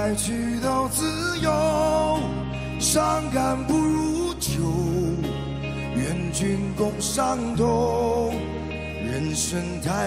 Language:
Chinese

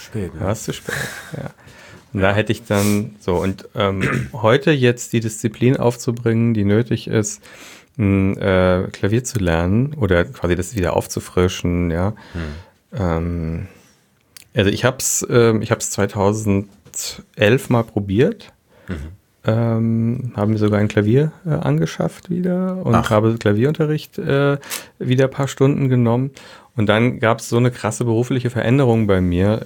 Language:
German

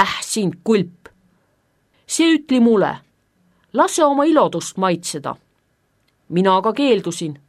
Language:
Estonian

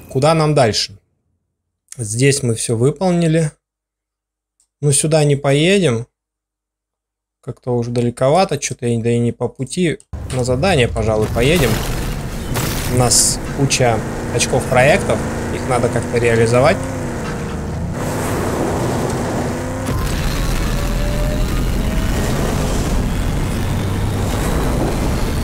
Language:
Russian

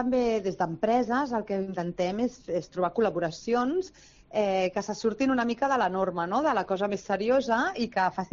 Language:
Catalan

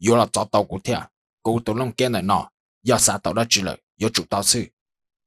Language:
Hmong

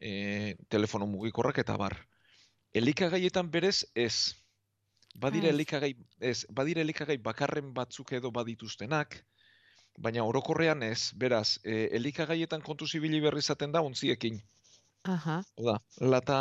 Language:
Basque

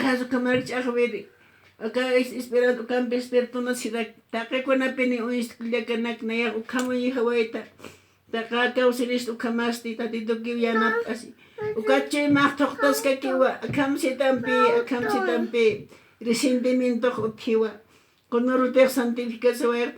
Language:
Aymara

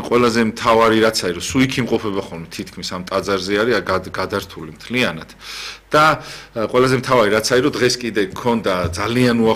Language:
Georgian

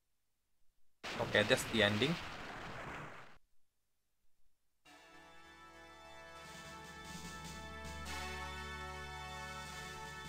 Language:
English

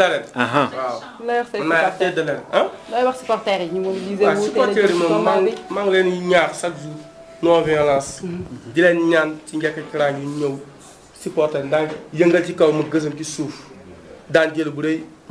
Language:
Wolof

